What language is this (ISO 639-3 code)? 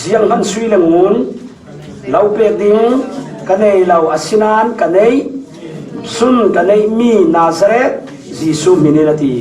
cfm